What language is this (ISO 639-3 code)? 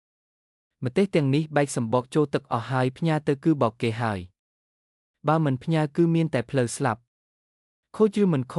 khm